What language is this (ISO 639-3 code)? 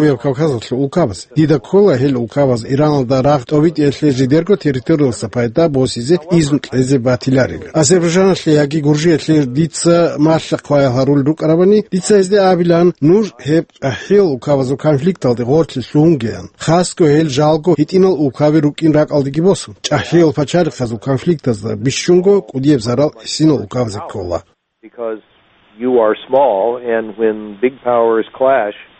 ava